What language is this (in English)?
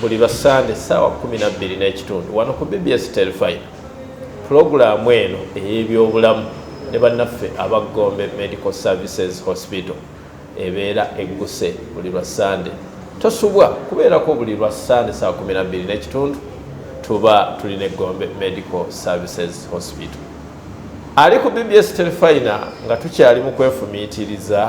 Ganda